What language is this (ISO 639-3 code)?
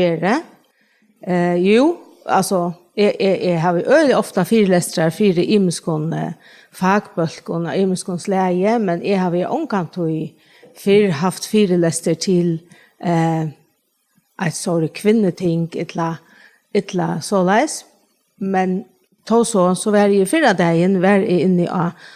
fao